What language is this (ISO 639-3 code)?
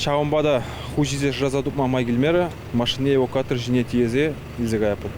chv